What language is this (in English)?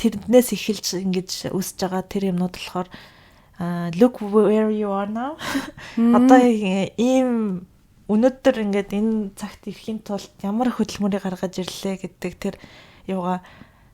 Mongolian